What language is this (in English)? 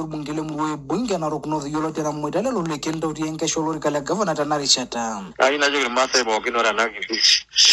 Masai